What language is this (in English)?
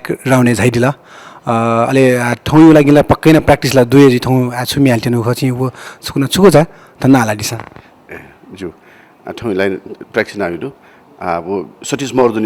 Newari